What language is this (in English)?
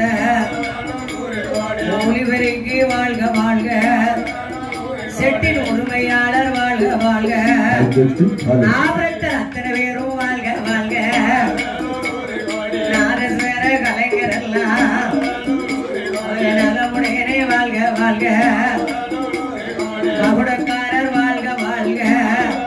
Tamil